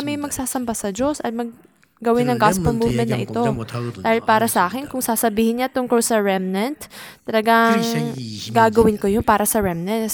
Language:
Filipino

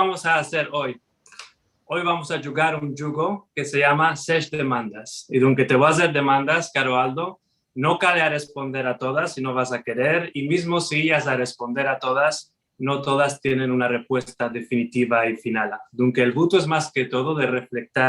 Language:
Ladino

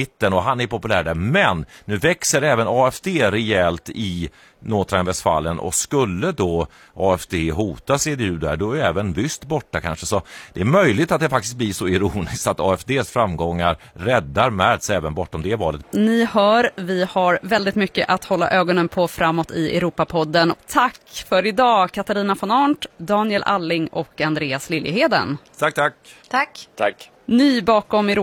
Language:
Swedish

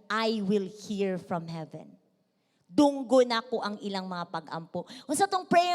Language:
Cebuano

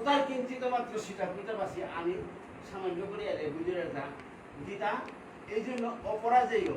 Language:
Bishnupriya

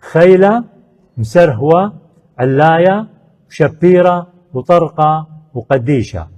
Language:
Assyrian Neo-Aramaic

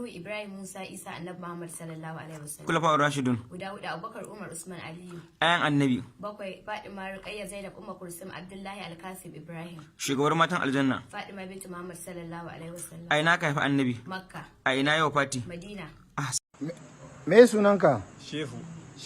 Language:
Hausa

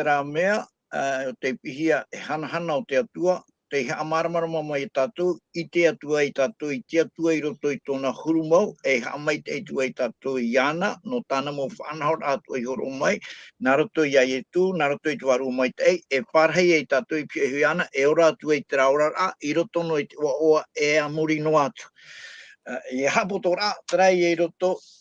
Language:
Tahitian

